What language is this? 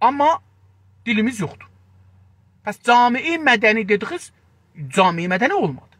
South Azerbaijani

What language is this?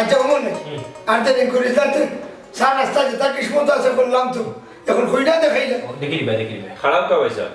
Sylheti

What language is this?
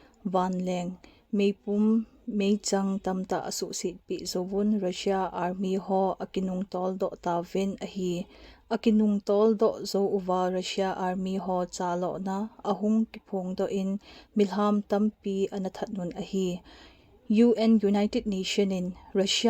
Thado Chin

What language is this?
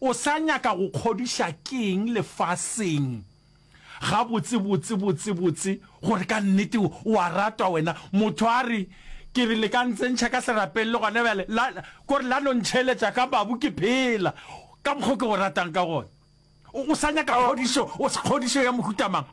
Northern Sotho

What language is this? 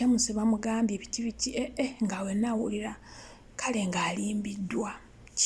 Ganda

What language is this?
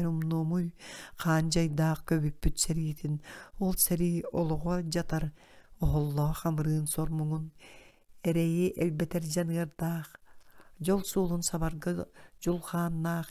Yakut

